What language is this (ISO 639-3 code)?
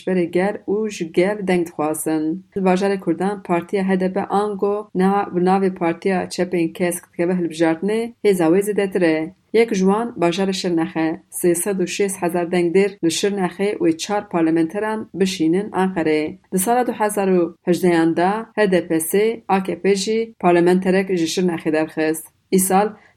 kur